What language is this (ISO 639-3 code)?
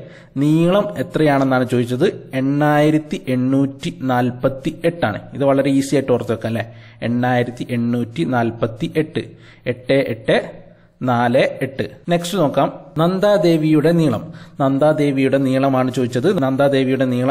mal